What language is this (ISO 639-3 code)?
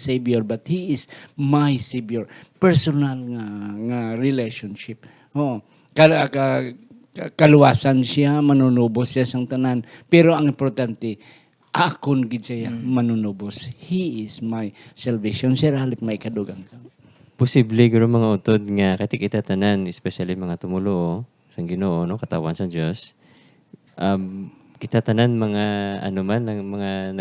hil